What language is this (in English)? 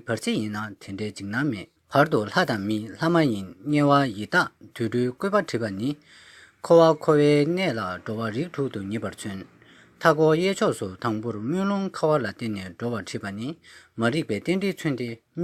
Tibetan